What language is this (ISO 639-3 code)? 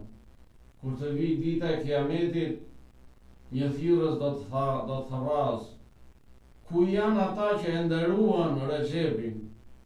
sqi